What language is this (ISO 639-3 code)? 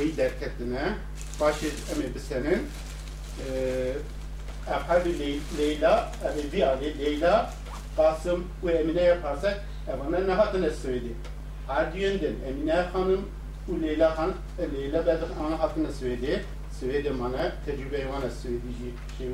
kur